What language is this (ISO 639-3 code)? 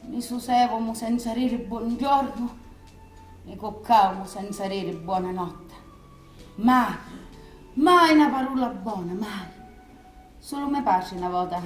scn